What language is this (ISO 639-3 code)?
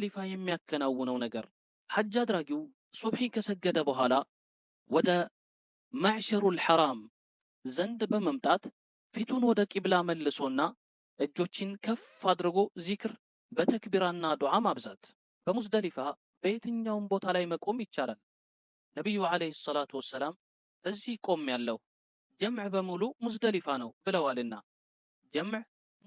amh